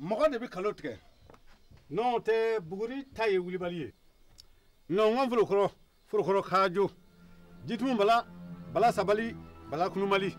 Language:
Bambara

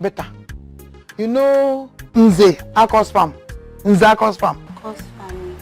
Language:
Nigerian Pidgin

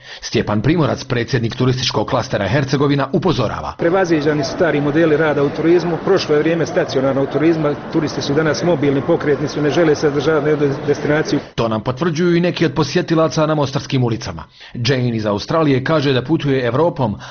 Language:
Bosnian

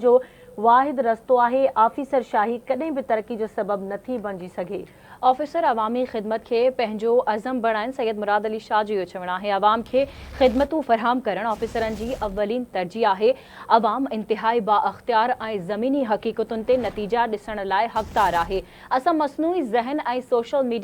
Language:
Sindhi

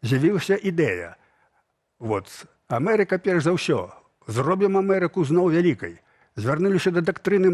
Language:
Belarusian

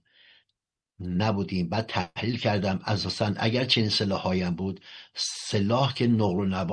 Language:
Persian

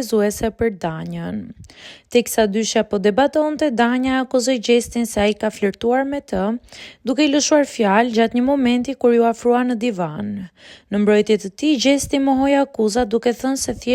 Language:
Albanian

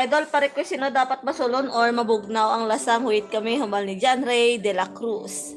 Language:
Hiligaynon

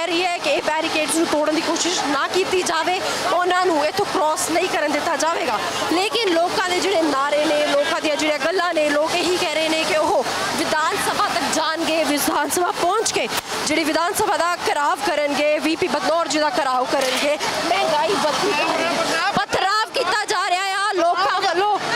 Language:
Punjabi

